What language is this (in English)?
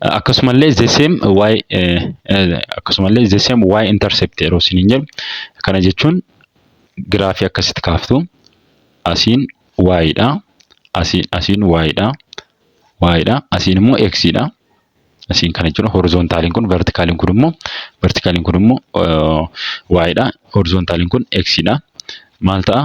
Oromo